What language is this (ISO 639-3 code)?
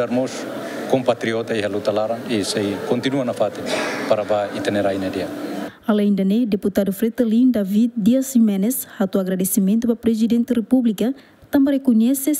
tet